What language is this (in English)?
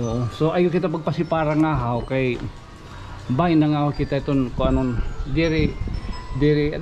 Waray